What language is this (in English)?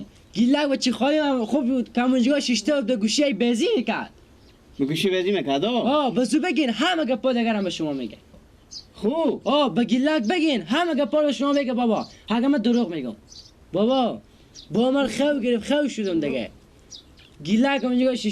Persian